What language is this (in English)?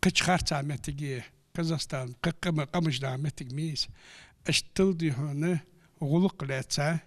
Ingush